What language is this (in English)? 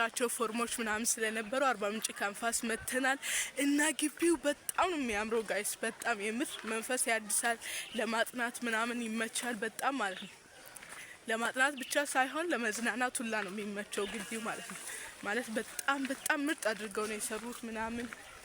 Amharic